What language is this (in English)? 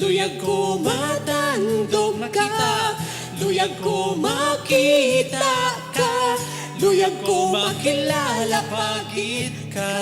Hiligaynon